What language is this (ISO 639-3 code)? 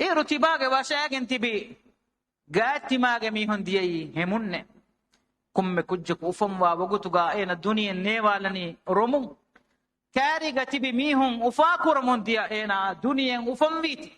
div